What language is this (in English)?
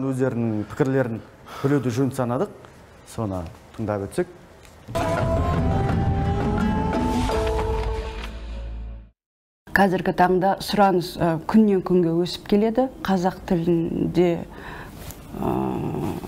Kazakh